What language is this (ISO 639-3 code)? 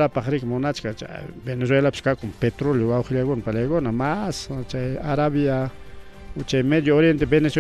quy